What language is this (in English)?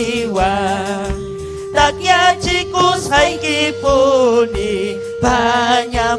Ayacucho Quechua